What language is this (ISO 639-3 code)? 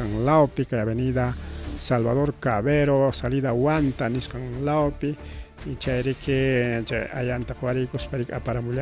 quy